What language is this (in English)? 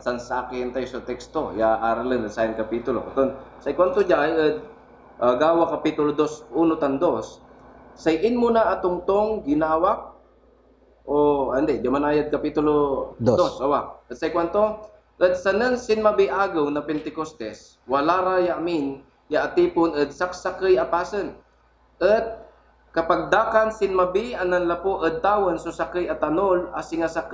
Pangasinan